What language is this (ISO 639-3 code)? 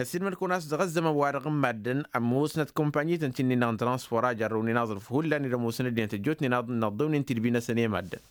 taq